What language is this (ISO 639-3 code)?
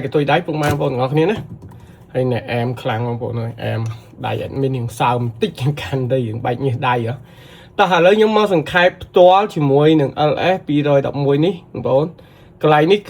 khm